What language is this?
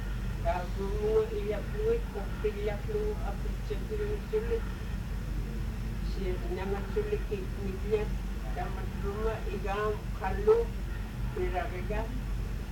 Filipino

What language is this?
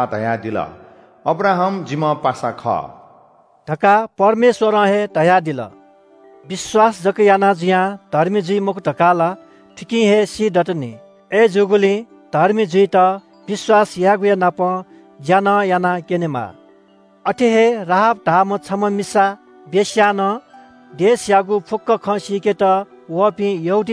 Newari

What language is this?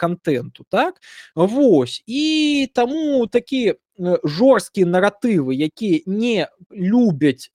Belarusian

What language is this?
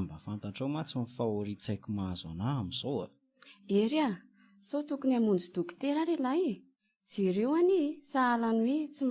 Malagasy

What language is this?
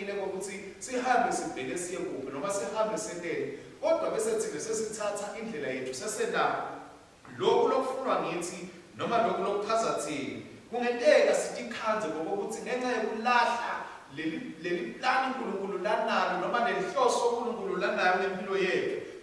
Swati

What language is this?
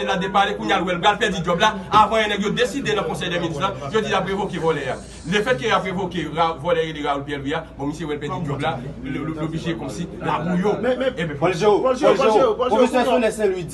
Haitian Creole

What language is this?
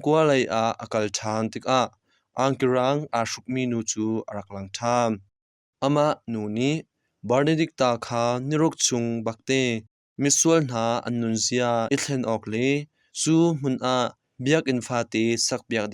Hakha Chin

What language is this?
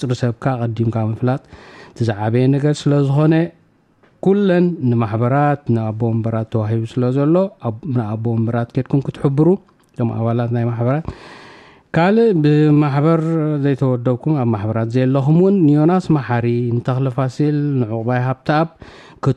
Tigrinya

